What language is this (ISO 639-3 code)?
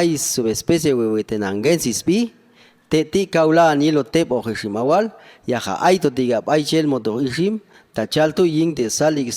jac